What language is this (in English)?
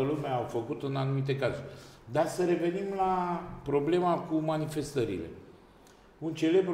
Romanian